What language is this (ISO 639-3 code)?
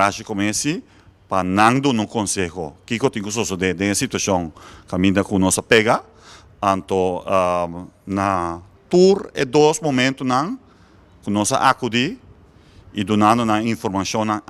pap